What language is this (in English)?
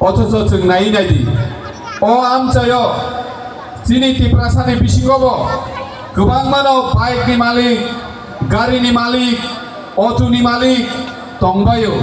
Kok Borok